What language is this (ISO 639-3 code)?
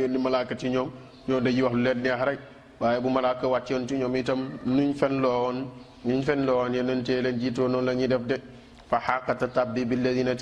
wol